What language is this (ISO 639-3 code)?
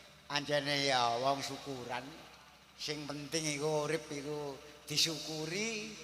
jav